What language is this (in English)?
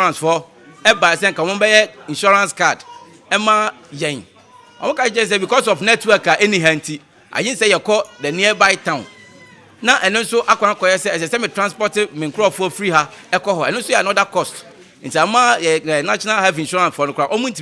Akan